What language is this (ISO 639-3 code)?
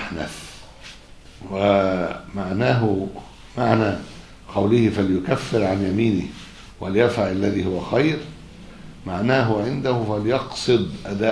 ara